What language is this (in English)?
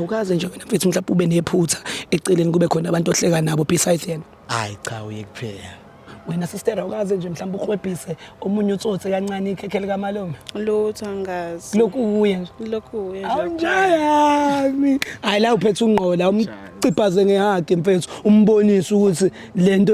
Zulu